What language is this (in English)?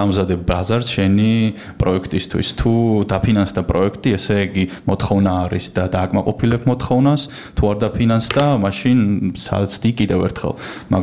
Georgian